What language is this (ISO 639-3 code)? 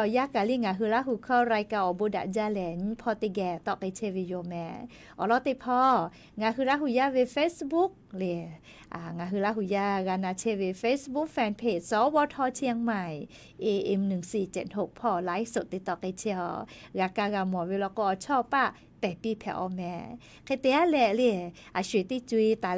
lhu